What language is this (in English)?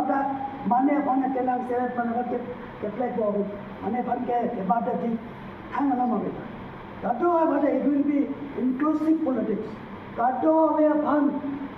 Karbi